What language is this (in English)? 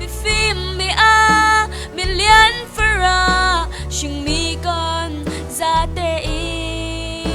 Falam Chin